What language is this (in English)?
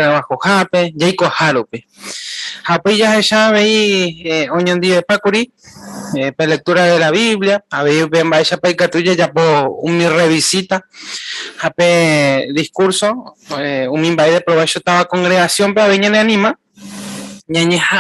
Guarani